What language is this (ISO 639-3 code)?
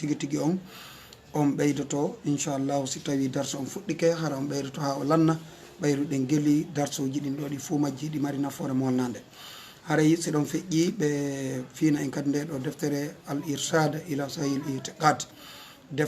ful